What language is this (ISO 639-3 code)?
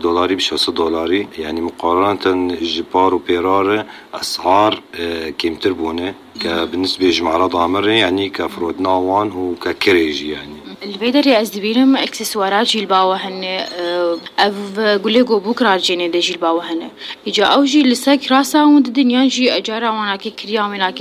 apc